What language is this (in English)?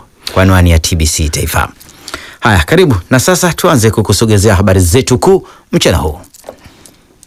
Swahili